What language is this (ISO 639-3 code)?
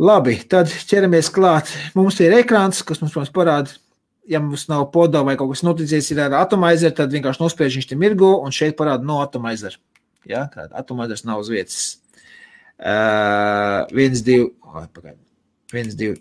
lav